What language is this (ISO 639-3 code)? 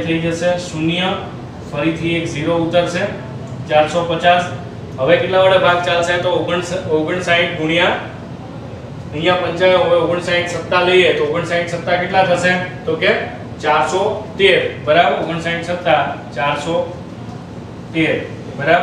guj